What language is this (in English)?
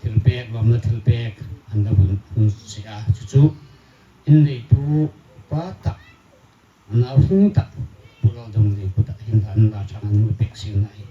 Hmar